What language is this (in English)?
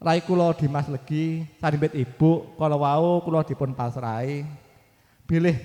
Javanese